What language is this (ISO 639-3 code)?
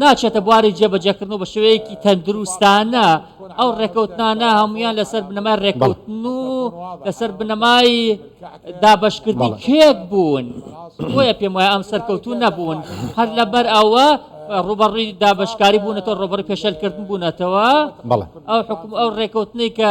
ckb